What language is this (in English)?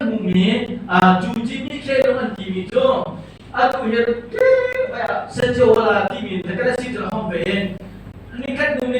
Hakha Chin